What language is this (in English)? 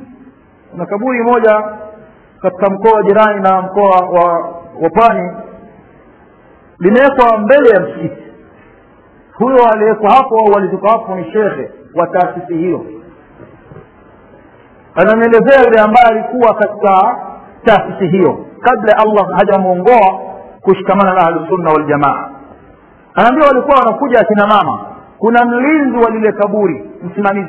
Swahili